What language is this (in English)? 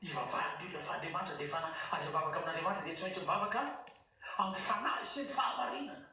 Malagasy